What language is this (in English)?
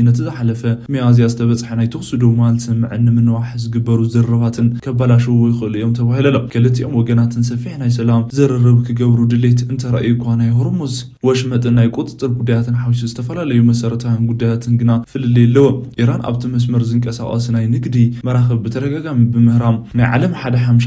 Tigrinya